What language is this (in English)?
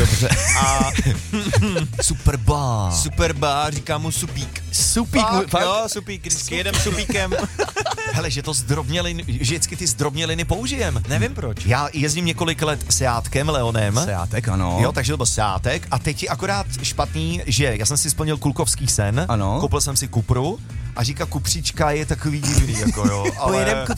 Czech